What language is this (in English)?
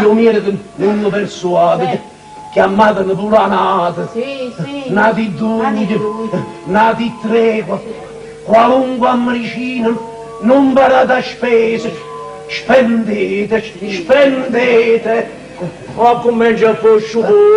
Neapolitan